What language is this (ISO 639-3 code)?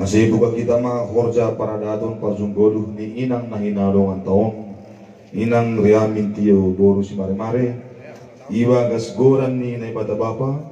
bts